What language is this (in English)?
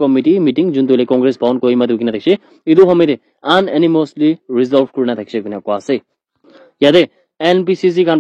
Naga Pidgin